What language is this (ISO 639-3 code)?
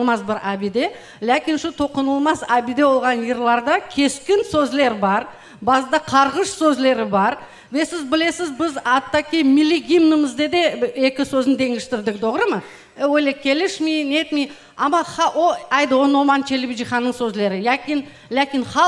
crh